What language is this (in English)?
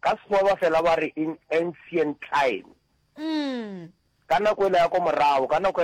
Northern Sotho